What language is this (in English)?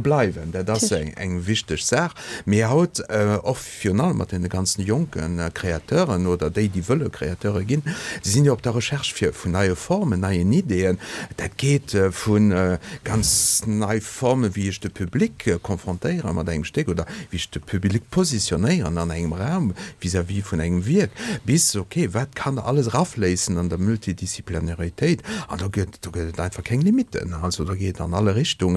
Luxembourgish